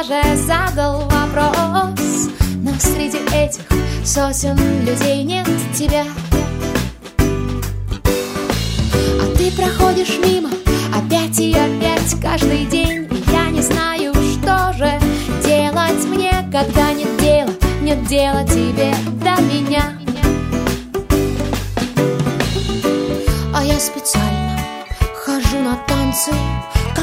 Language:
Russian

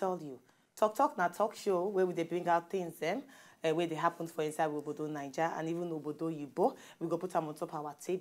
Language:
Nigerian Pidgin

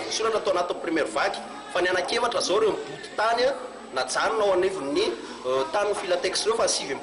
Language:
Malagasy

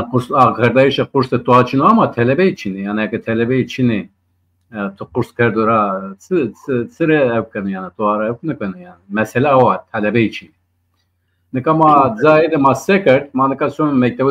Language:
Zaza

